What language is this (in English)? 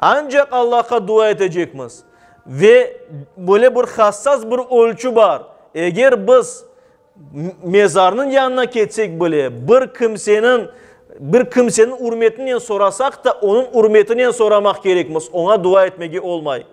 Crimean Tatar